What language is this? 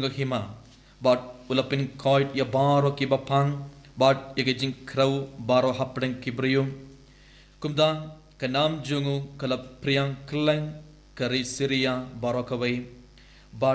Khasi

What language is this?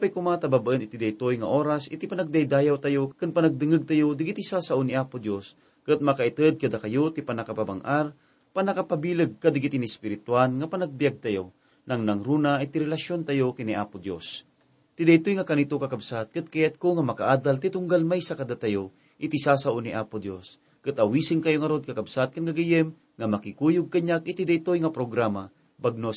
Iloko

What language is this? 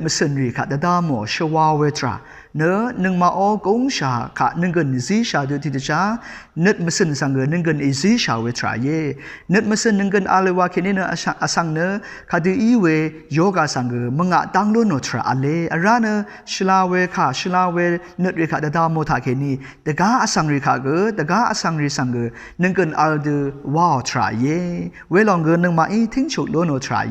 Rawang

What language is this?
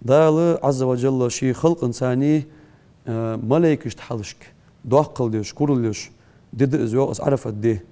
Ingush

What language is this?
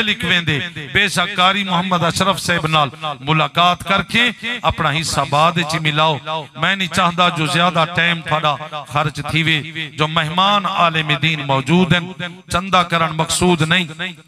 Saraiki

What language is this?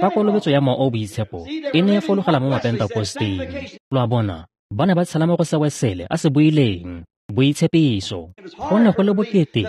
Tswana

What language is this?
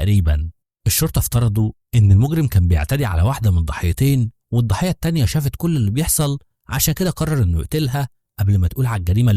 Egyptian Arabic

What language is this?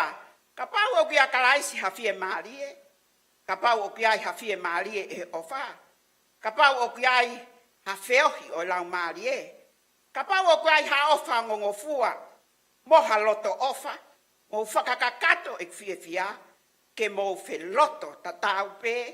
Tongan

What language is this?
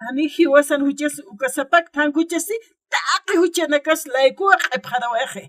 Aymara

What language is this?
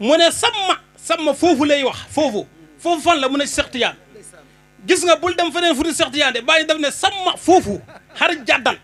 Wolof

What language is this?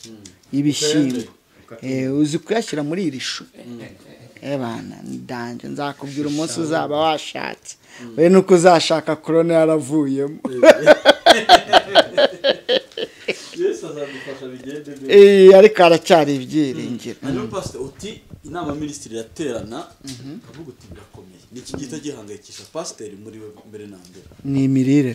Kinyarwanda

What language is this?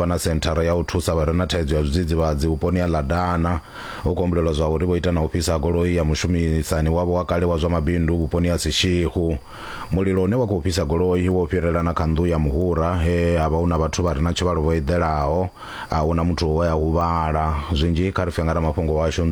Venda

